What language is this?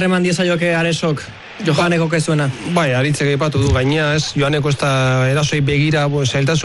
Basque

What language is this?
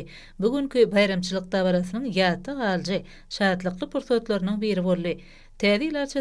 Turkmen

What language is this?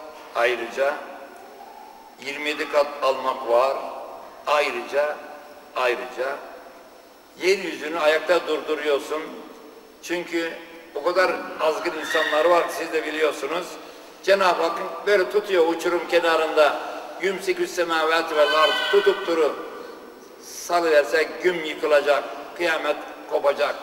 Turkish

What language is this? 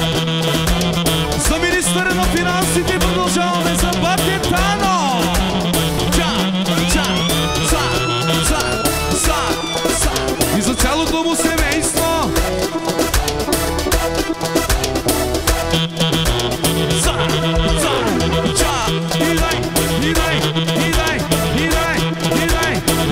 Bulgarian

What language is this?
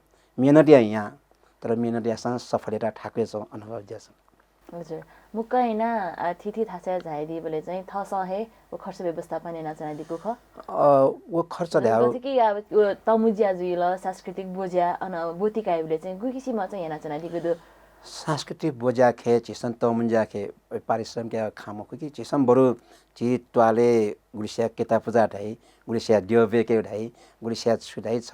Newari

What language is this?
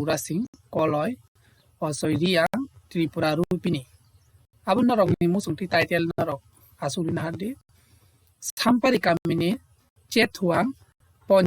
Kok Borok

